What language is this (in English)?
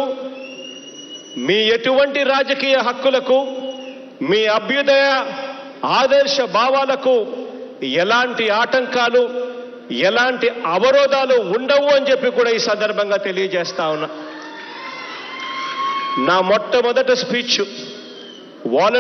Telugu